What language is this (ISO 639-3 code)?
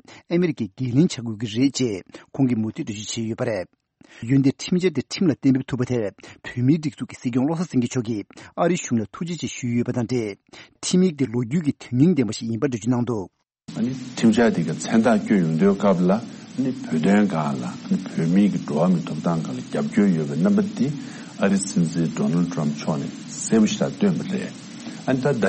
bod